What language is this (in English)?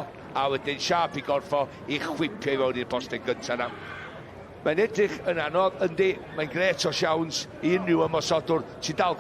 Welsh